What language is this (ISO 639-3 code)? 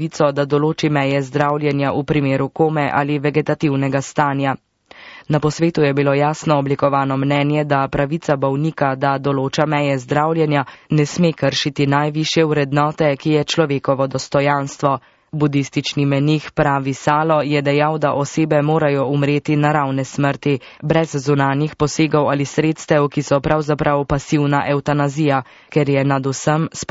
slv